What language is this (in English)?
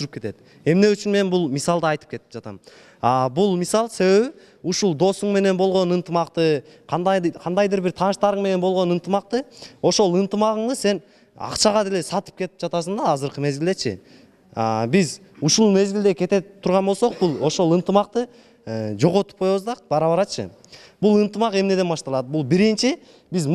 Kyrgyz